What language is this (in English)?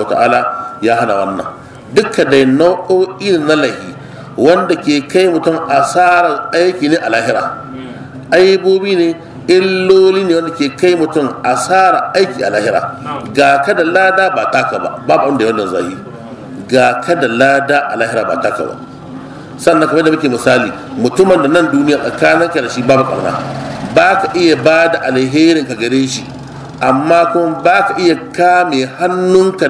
Hausa